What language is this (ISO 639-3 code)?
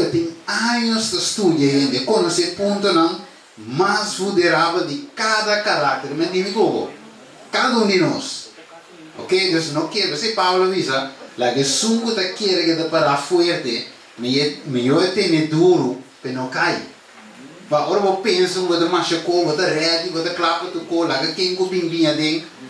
pap